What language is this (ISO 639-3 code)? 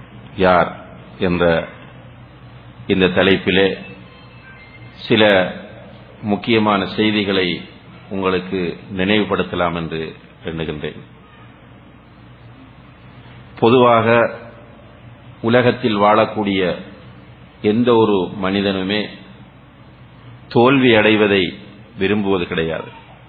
tam